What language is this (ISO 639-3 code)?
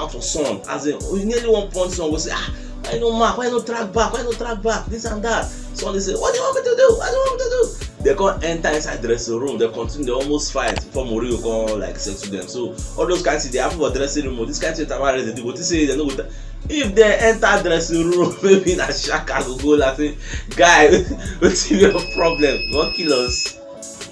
pcm